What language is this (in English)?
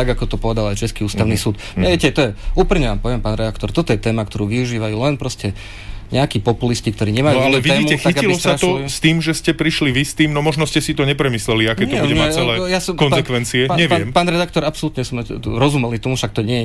Slovak